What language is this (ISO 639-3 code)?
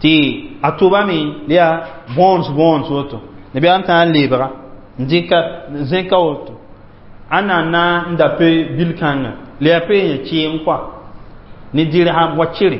mos